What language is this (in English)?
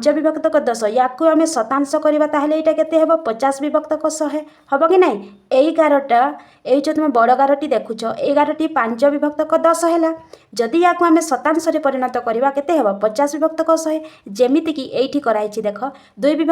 Odia